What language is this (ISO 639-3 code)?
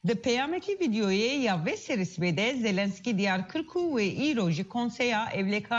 kur